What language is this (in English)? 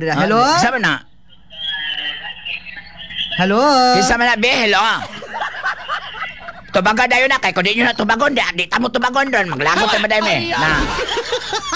Cebuano